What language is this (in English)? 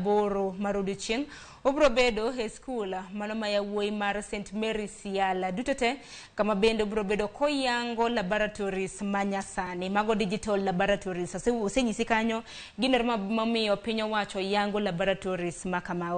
Luo (Kenya and Tanzania)